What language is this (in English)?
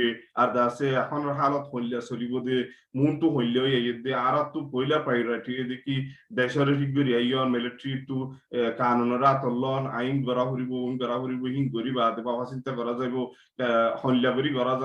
Rohingya